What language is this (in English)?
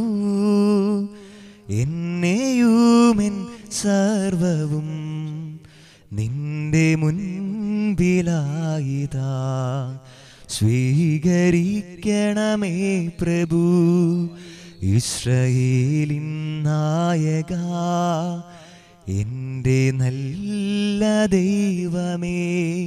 Malayalam